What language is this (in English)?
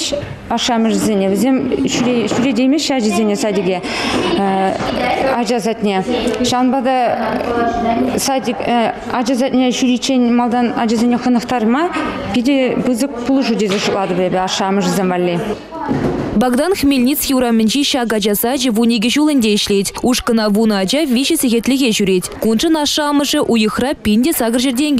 Chuvash